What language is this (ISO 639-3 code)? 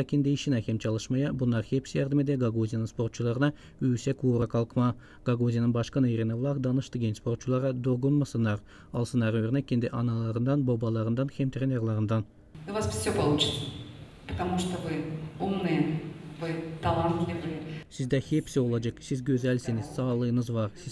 gag